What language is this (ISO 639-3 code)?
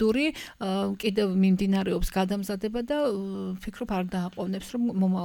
kat